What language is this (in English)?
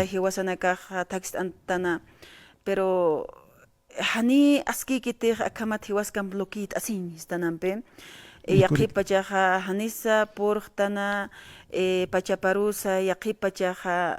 Aymara